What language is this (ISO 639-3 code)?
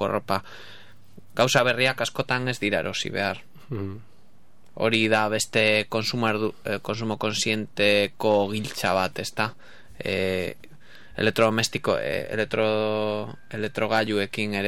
eus